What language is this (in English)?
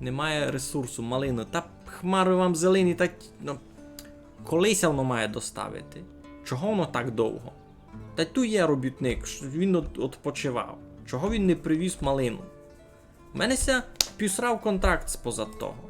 Rusyn